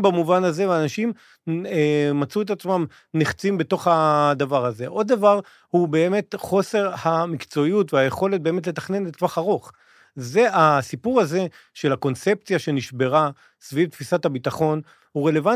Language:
Hebrew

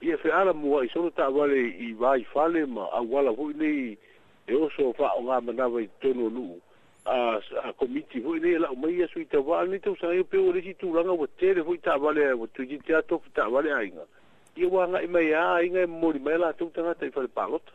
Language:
Samoan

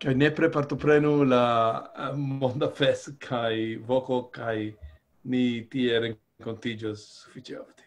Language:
Esperanto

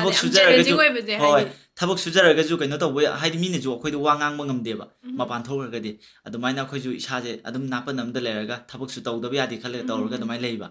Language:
Manipuri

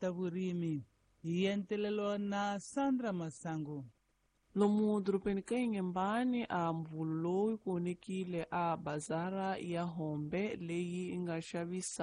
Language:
Tsonga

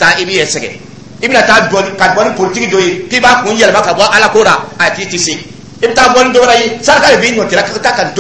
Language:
Dyula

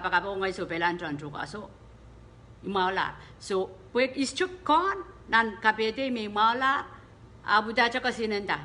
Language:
Pohnpeian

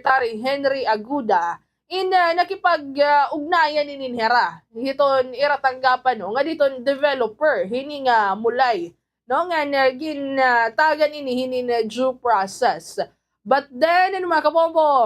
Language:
Waray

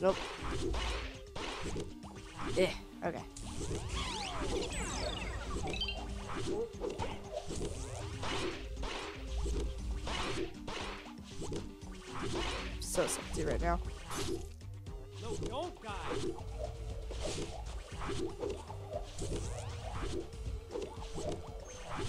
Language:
English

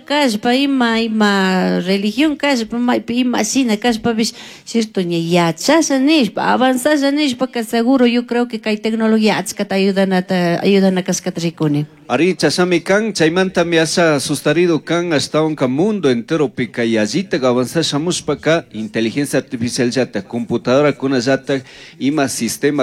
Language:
Chimborazo Highland Quichua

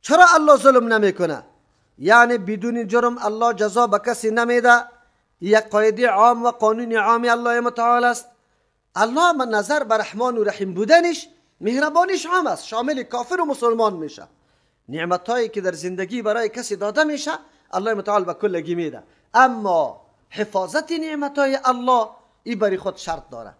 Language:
Persian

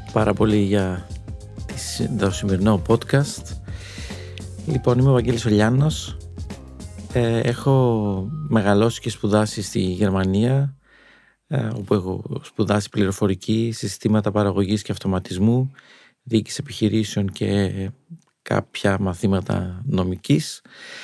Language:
Greek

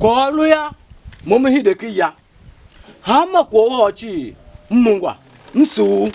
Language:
Tiv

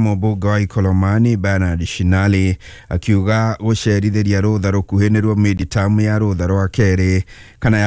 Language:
Kikuyu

